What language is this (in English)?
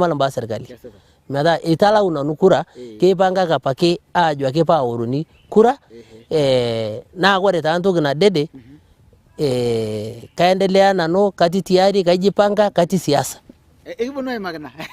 Masai